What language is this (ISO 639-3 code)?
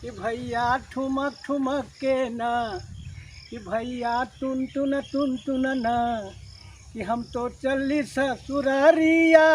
mag